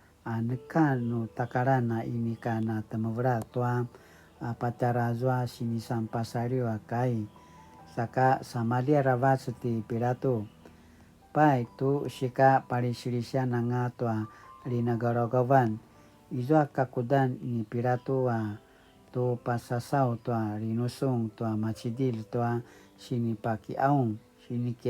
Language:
Paiwan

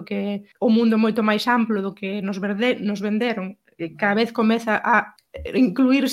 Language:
Galician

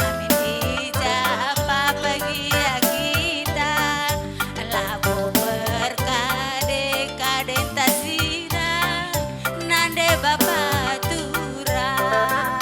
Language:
Batak Karo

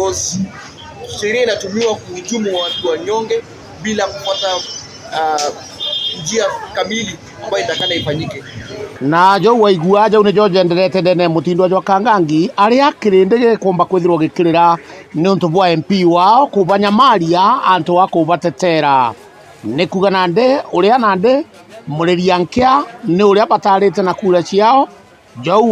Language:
Meru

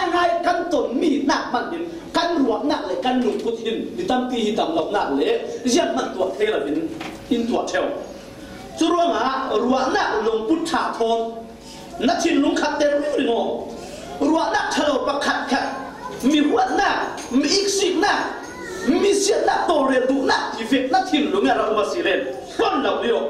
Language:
Falam Chin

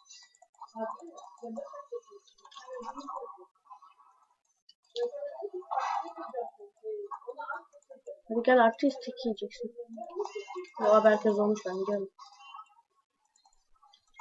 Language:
Turkish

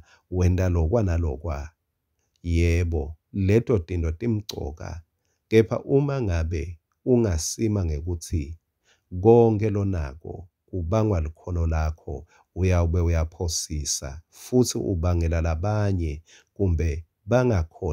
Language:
Swati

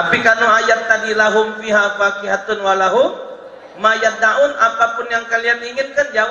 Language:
Musi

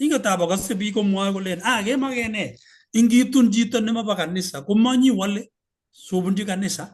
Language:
Kalenjin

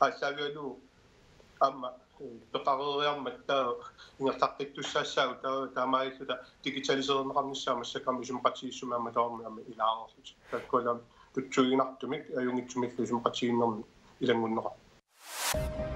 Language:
Kalaallisut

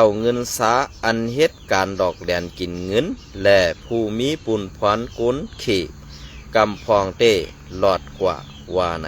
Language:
Shan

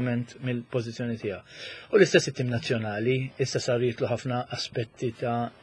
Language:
Maltese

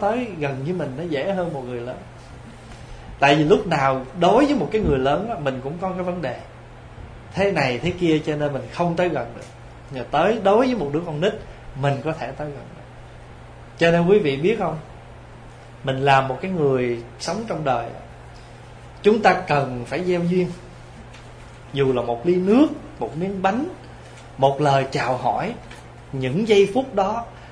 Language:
Vietnamese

